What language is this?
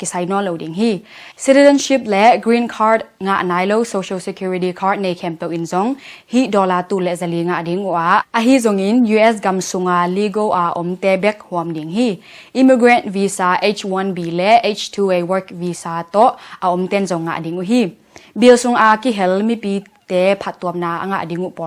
Tedim Chin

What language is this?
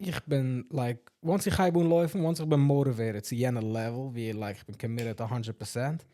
Yiddish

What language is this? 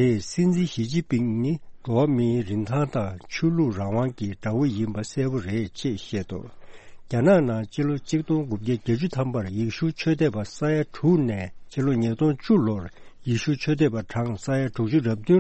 Tibetan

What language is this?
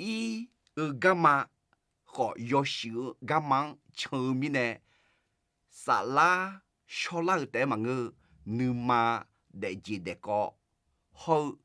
Akha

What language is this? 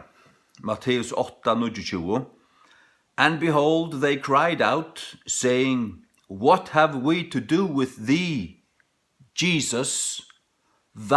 Faroese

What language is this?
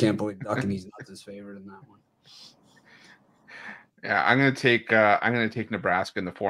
English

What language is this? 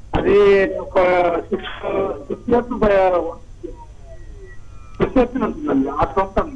Telugu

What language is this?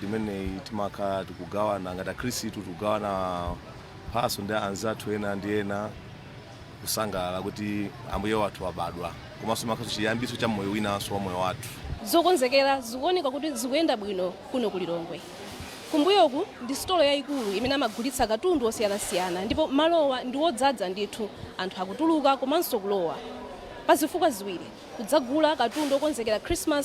Nyanja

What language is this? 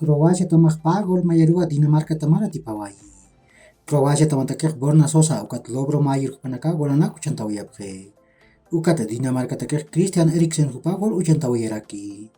Aymara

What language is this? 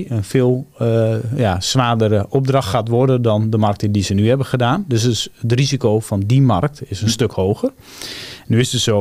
Dutch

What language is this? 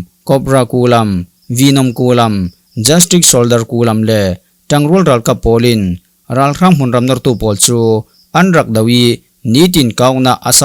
Falam Chin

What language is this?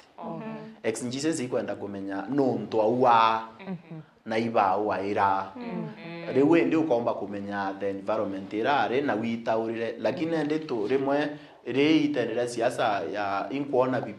Meru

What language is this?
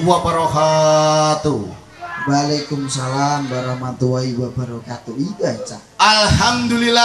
Javanese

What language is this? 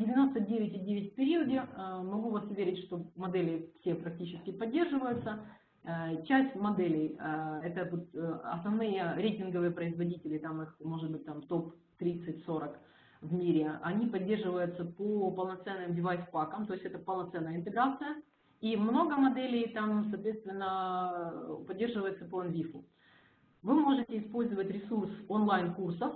Russian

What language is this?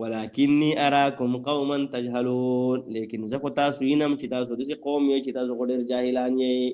Pashto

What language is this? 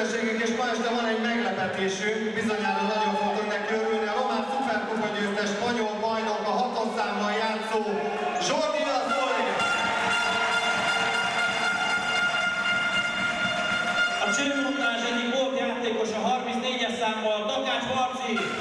Hungarian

